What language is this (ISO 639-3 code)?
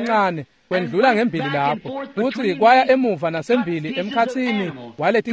ssw